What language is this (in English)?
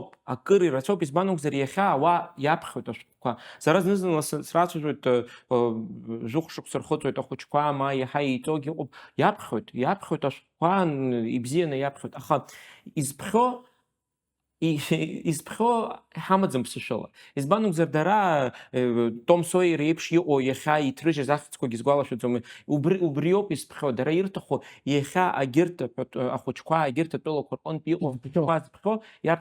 Abkhazian